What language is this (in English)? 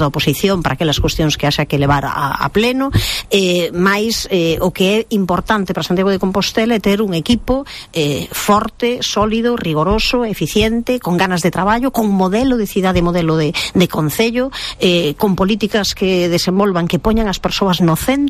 Galician